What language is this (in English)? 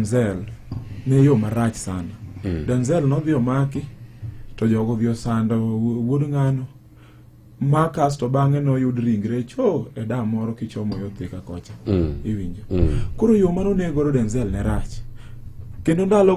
Luo (Kenya and Tanzania)